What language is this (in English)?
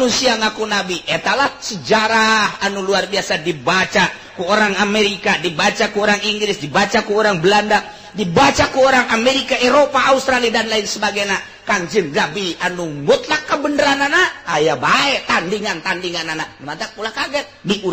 Sundanese